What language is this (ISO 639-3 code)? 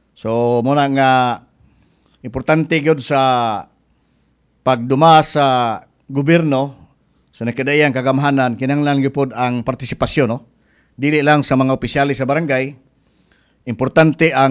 ceb